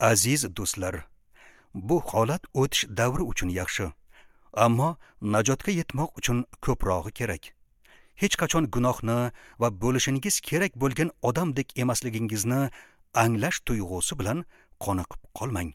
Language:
Uzbek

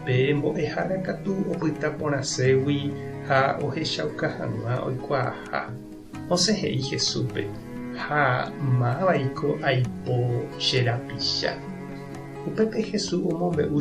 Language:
Guarani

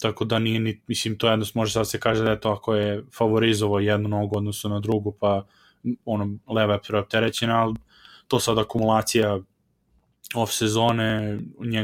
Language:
Serbian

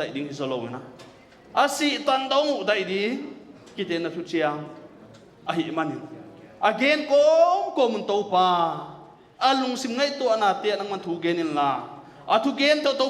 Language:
Paite Chin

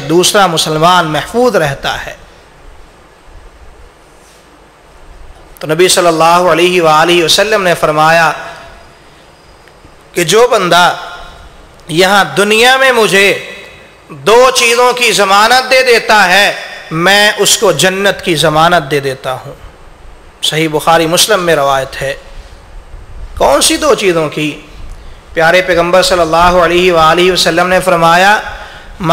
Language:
Urdu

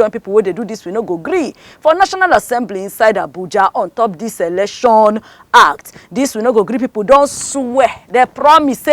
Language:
Nigerian Pidgin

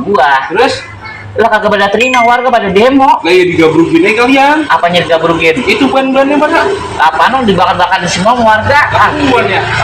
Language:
Betawi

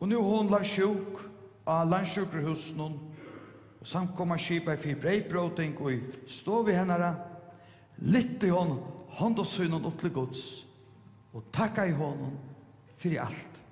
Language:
Faroese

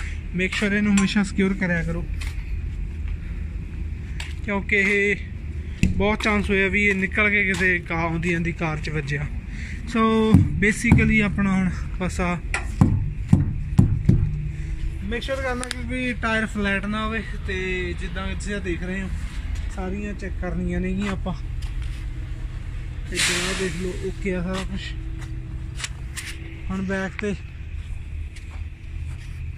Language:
Punjabi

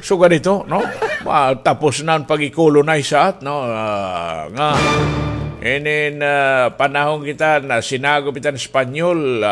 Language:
Waray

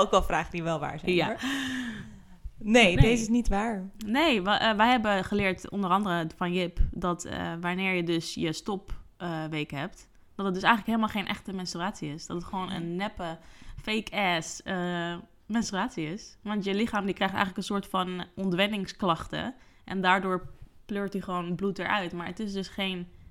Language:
Dutch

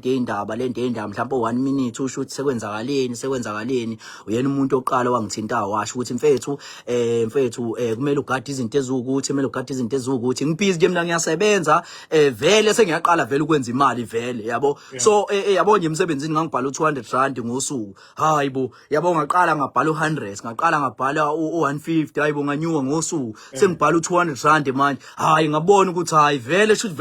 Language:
Zulu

